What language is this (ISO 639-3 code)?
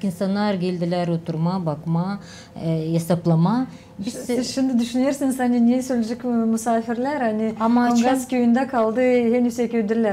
gag